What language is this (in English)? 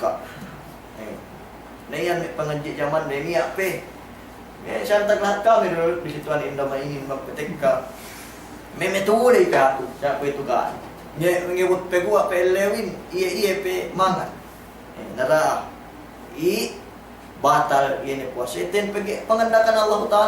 Yakan